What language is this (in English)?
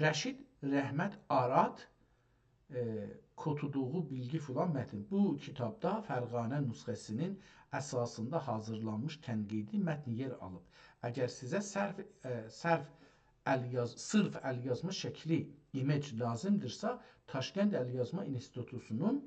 South Azerbaijani